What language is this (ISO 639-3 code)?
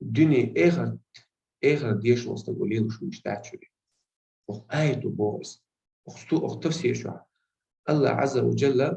che